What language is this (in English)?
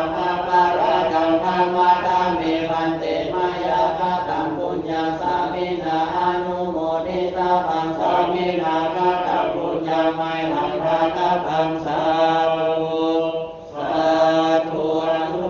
Pali